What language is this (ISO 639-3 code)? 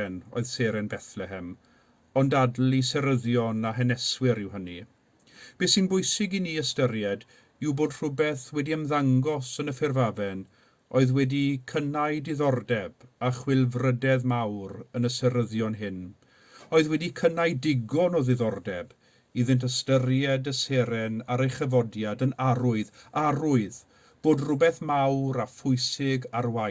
cym